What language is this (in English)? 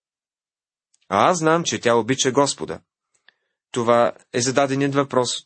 Bulgarian